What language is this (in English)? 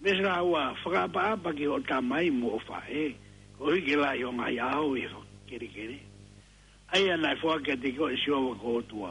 Tongan